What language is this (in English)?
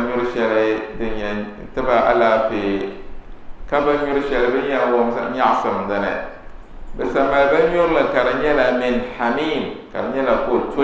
Dagbani